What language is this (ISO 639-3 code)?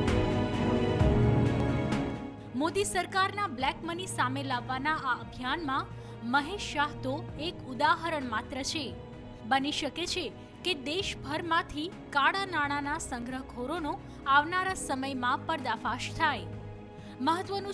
guj